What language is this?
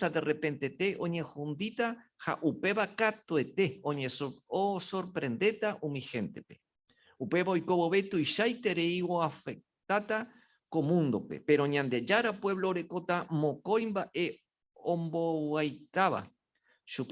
Guarani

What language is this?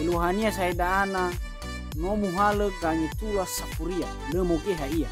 Nias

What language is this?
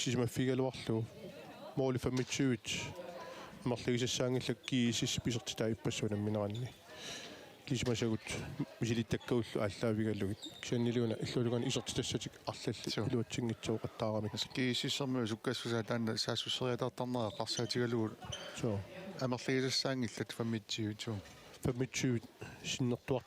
Kalaallisut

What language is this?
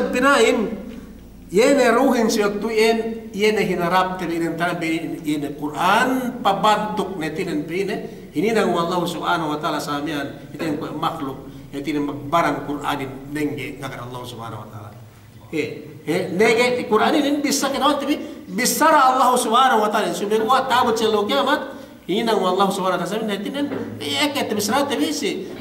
Yakan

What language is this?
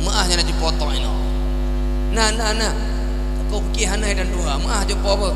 Achinese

